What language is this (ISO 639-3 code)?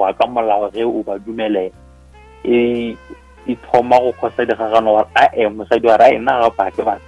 nso